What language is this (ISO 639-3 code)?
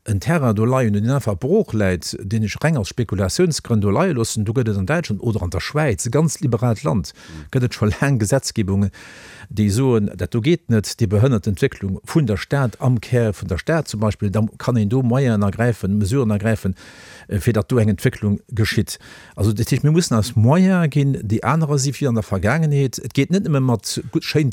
ltz